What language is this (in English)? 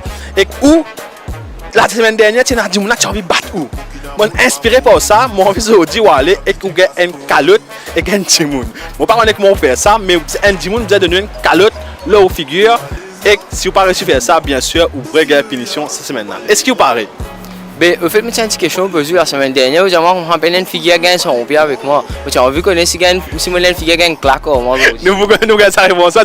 Morisyen